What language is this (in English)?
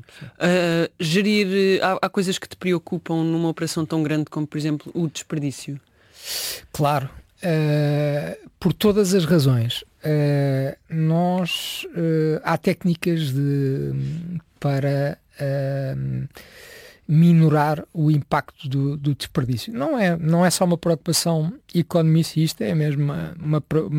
Portuguese